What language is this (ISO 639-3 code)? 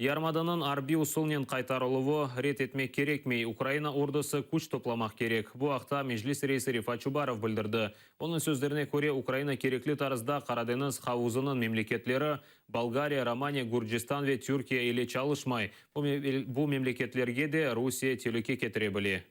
crh